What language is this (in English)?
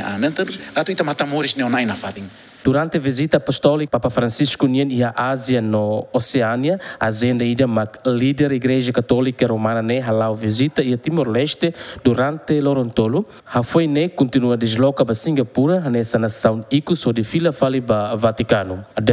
Tetum